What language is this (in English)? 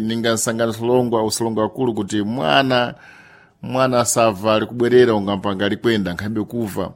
Sena